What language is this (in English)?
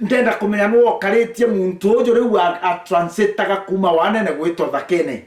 Meru